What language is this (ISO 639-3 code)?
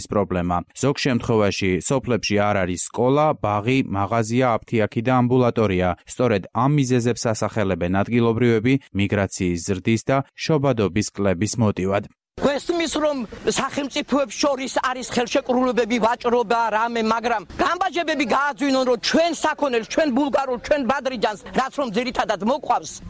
kat